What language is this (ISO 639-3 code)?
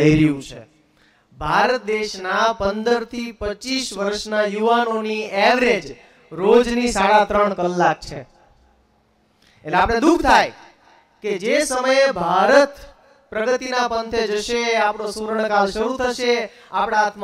guj